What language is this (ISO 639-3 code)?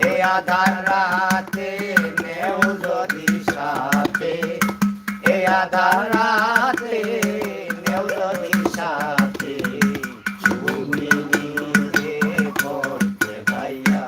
syl